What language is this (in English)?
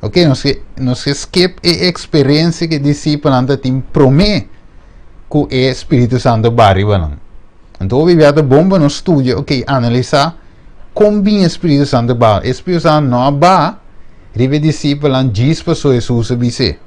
Papiamento